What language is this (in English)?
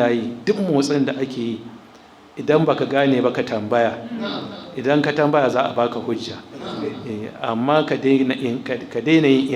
Hausa